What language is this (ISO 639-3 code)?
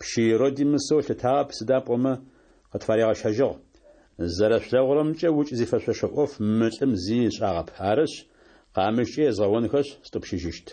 ady